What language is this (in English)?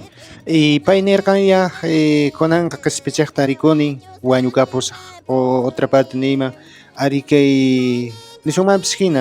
Quechua